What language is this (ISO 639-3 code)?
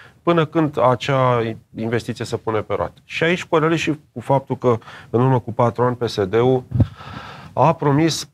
ron